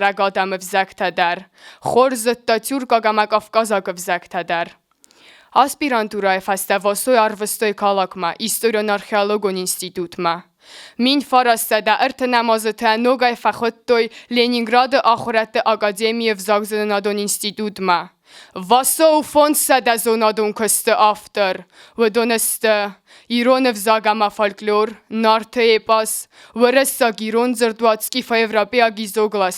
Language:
Ossetic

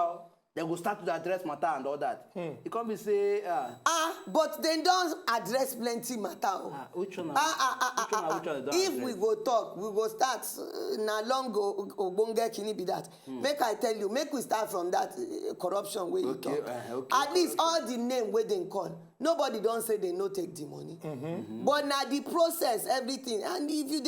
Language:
Nigerian Pidgin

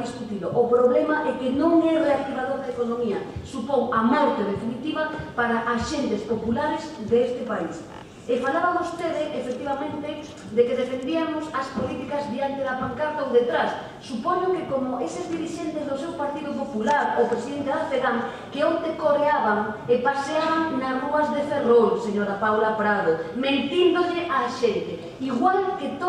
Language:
Galician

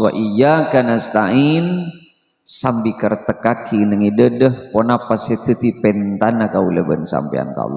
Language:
Madurese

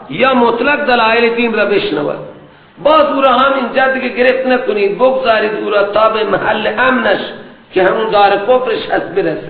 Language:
Persian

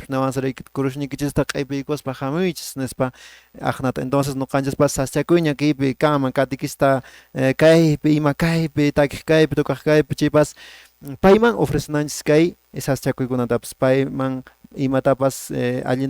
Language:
Quechua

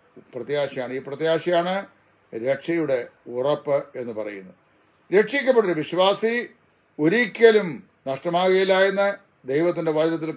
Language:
Malayalam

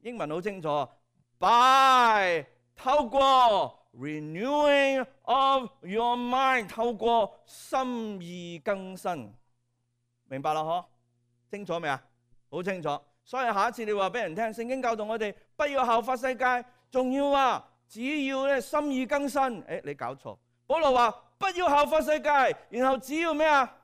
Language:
Cantonese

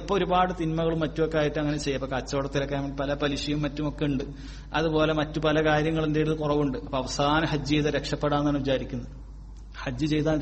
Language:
Malayalam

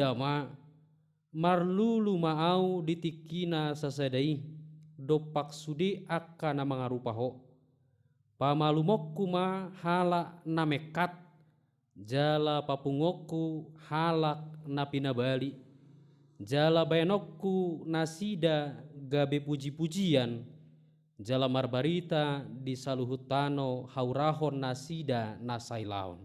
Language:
Batak Toba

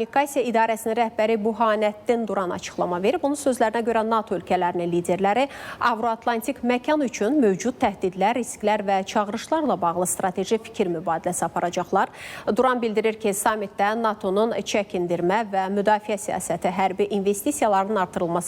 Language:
Azerbaijani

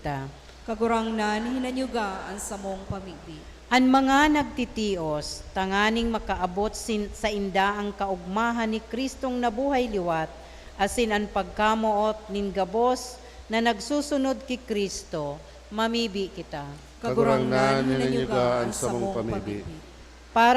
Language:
Bikol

